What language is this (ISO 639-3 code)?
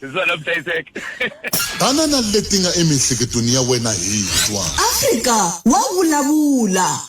tso